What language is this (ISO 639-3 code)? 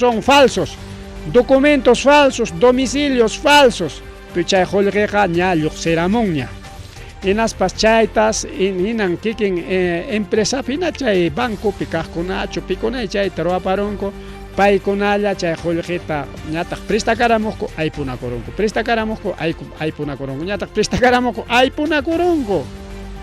quy